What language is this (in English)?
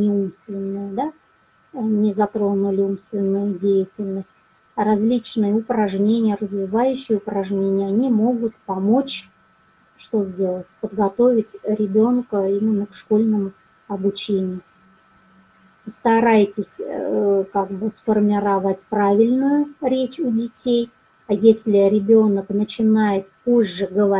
Russian